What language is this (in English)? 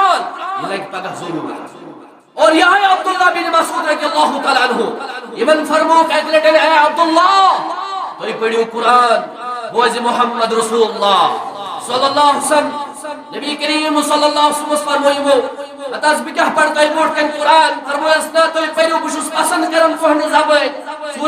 Kashmiri